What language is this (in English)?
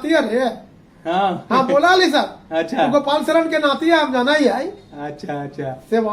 Magahi